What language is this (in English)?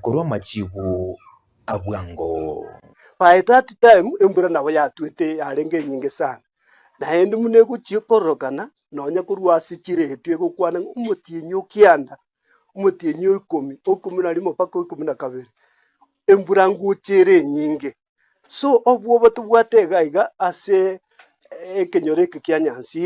Gusii